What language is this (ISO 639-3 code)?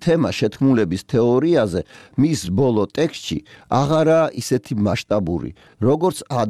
kat